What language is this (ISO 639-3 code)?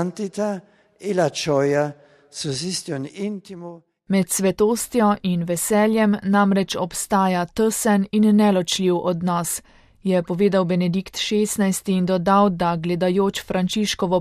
slv